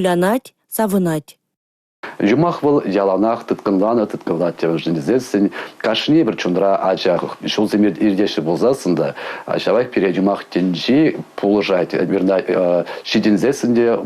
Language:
Chuvash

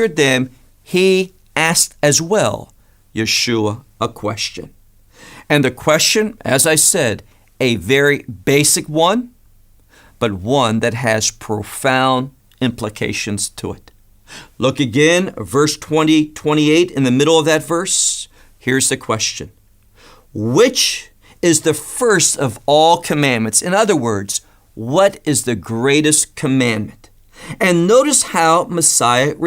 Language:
English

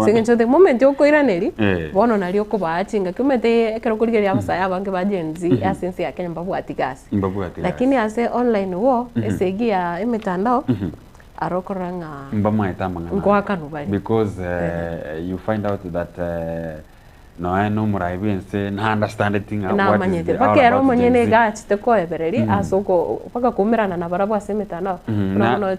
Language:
Gusii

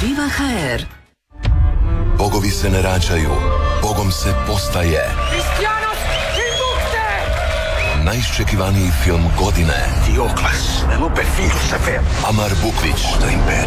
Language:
Croatian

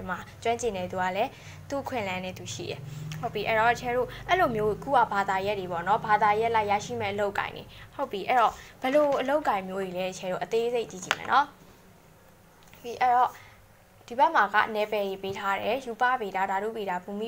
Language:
Burmese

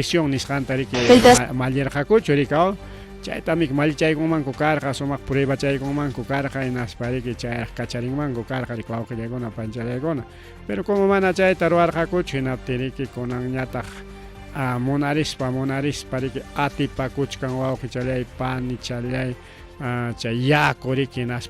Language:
Ayacucho Quechua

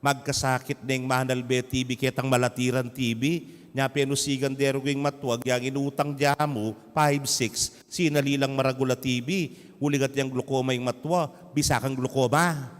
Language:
Pampanga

